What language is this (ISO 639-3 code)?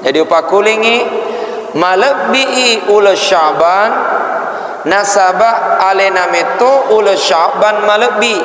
bug